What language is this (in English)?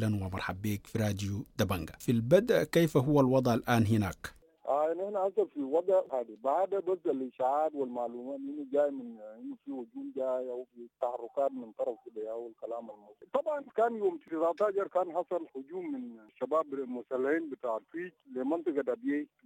Sudanese Arabic